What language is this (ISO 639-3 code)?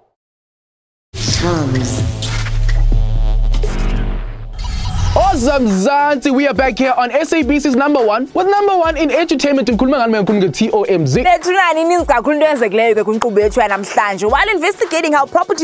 eng